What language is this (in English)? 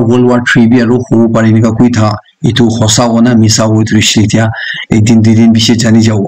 Naga Pidgin